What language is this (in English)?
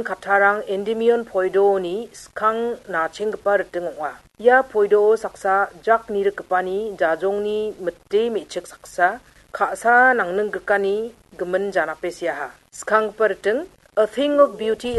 Garo